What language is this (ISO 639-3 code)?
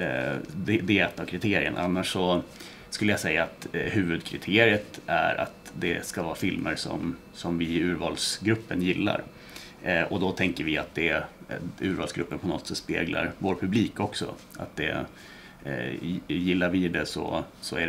swe